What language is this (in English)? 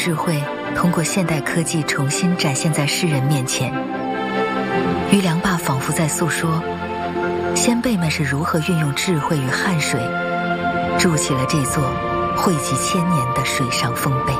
Chinese